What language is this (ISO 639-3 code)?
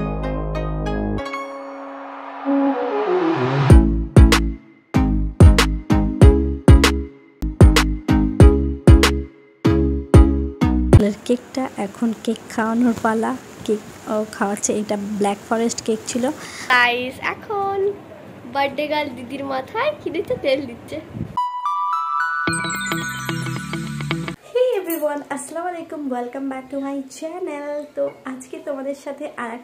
ben